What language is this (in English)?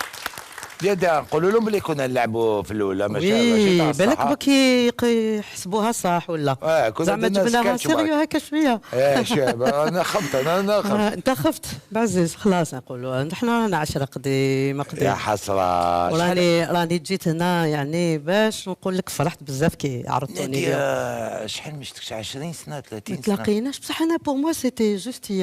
Algerian Arabic